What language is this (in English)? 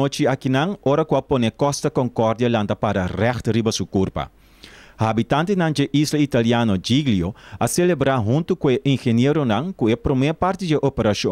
Papiamento